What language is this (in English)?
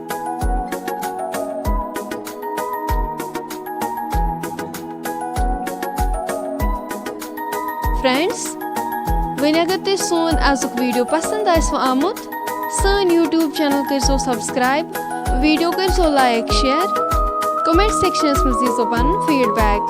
Kashmiri